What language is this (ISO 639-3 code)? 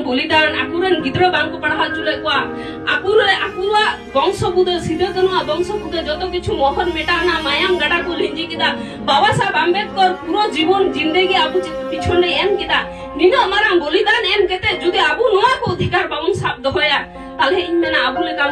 sat